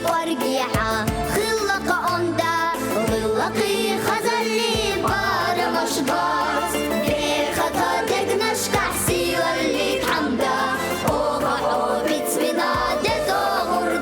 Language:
Chechen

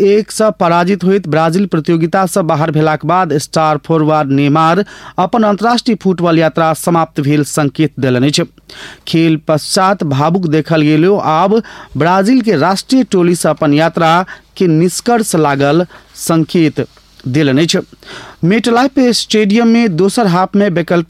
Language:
Maithili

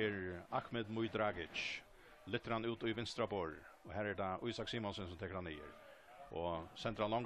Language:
Faroese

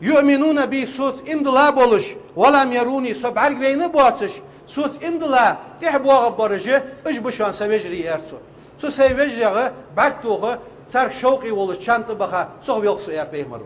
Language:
Ingush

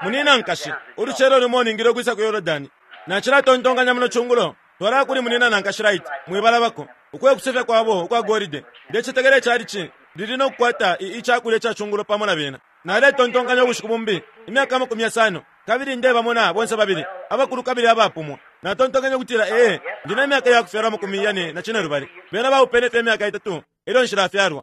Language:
Bemba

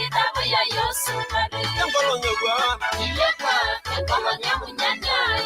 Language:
Masai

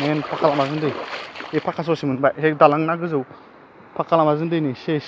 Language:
Bodo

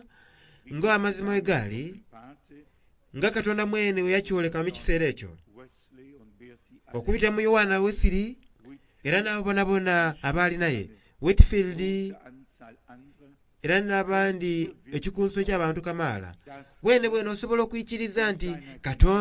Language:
Soga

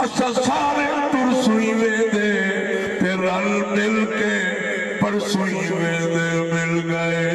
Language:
Saraiki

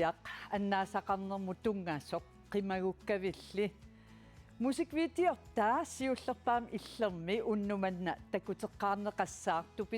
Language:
Kalaallisut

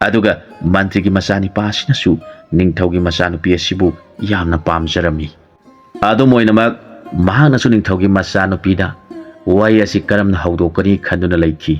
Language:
Manipuri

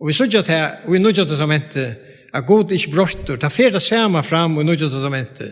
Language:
Faroese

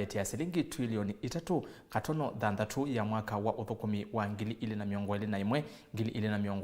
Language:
Kamba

